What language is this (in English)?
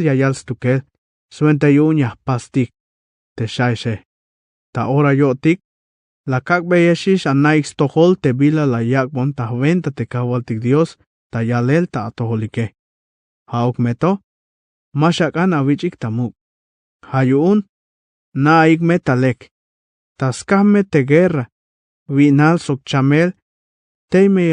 Tzeltal